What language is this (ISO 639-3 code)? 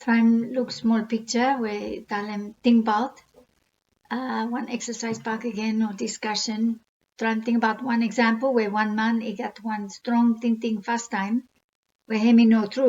bis